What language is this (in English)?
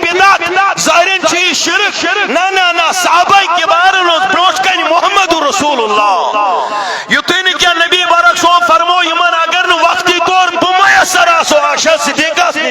Kashmiri